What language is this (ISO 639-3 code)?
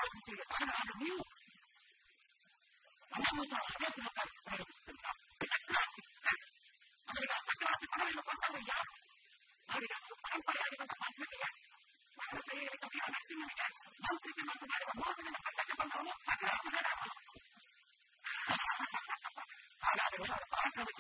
kan